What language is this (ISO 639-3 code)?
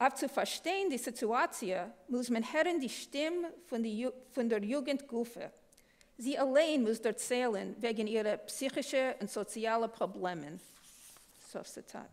yid